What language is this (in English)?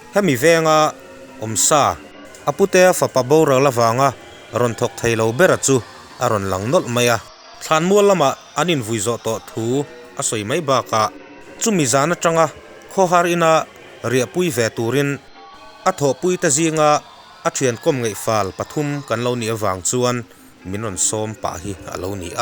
Mizo